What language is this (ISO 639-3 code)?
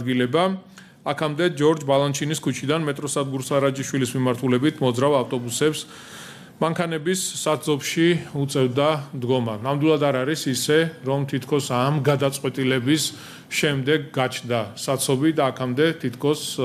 kat